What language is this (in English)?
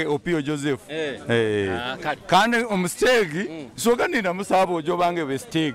Nyoro